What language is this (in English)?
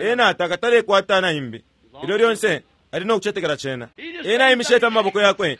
Bemba